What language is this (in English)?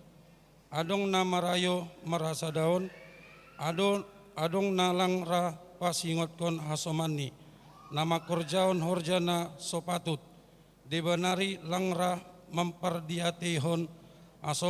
Batak Simalungun